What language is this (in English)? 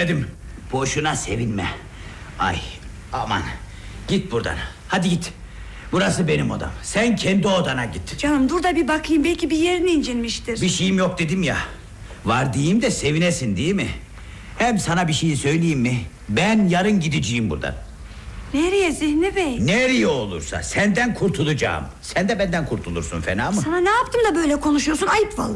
Turkish